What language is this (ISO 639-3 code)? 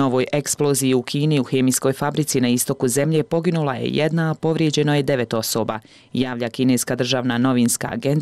bos